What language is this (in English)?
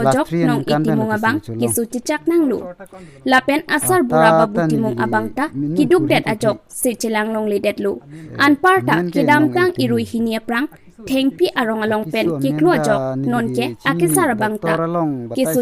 Karbi